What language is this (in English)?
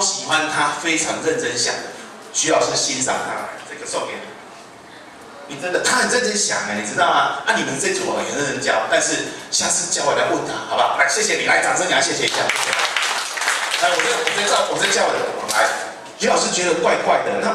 Chinese